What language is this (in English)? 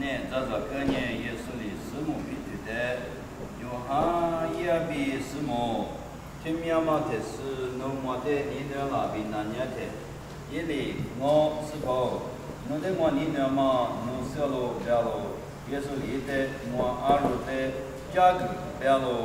Lisu